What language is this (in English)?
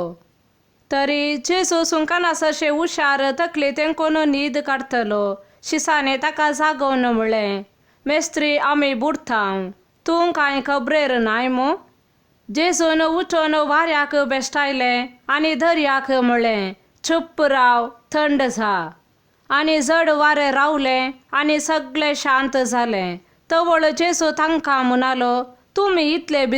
Konkani